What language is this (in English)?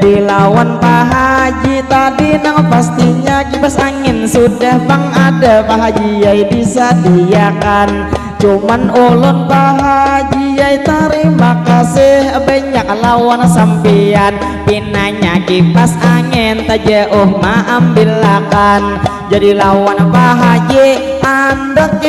Banjar